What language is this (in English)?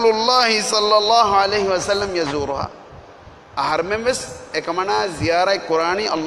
Divehi